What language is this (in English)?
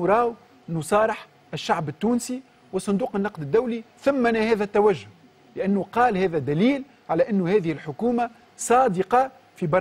Tunisian Arabic